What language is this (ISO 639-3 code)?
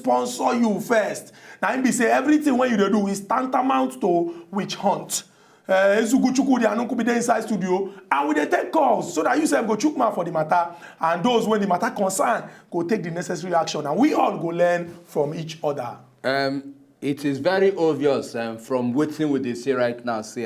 pcm